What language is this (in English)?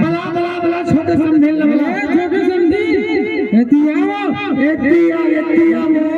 Chhattisgarhi